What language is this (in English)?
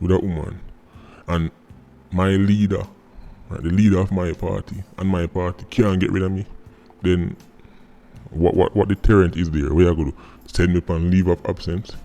Jamaican Creole English